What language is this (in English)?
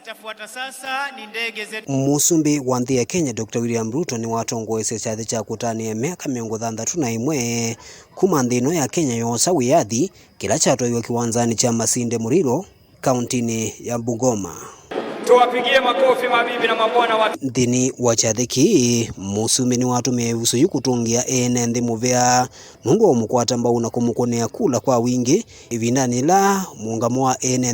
Kamba